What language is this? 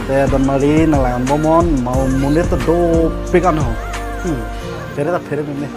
Karbi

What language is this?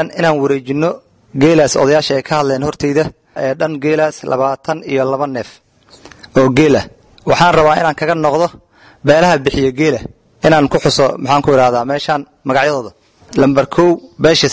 Somali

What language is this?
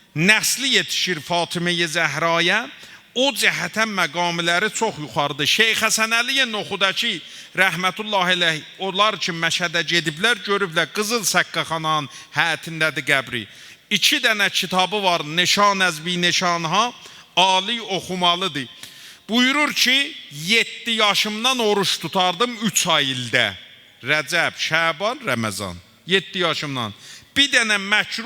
South Azerbaijani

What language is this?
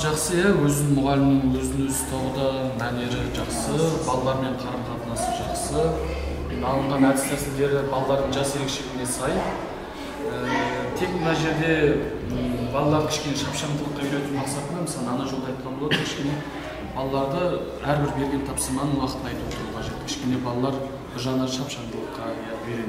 Kazakh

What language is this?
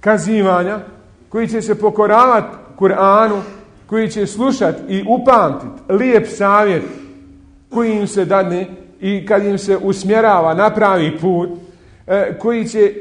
Bosnian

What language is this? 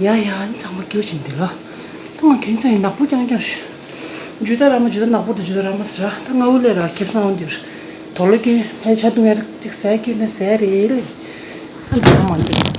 Tibetan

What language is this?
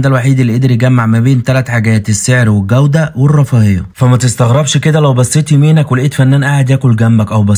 Egyptian Arabic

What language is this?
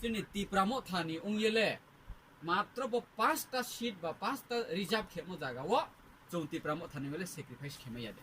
Riang (India)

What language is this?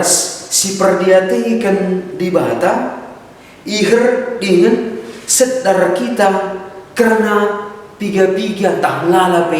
Batak Karo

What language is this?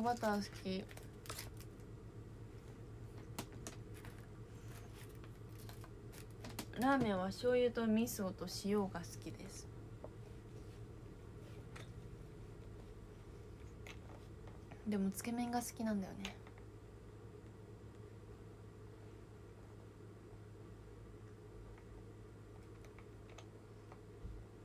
Japanese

